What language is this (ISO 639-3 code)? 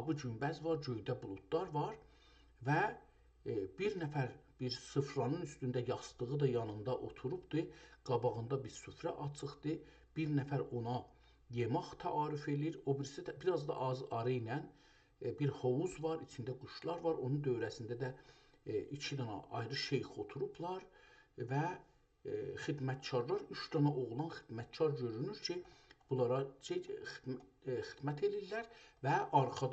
azb